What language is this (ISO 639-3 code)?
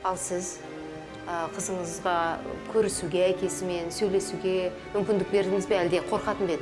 kaz